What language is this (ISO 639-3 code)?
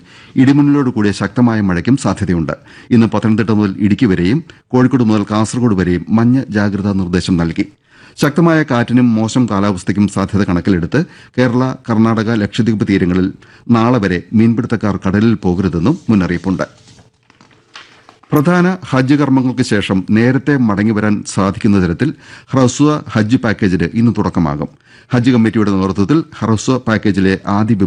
mal